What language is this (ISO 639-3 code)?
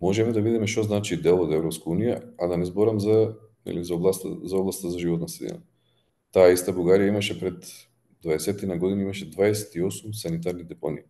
mkd